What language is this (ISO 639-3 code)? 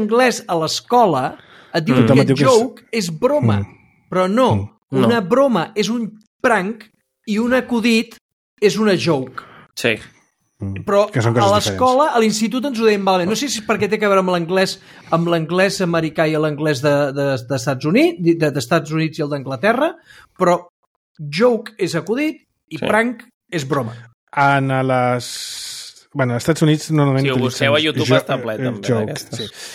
cat